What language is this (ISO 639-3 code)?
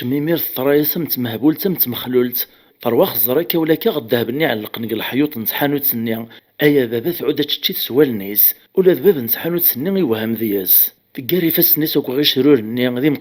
kab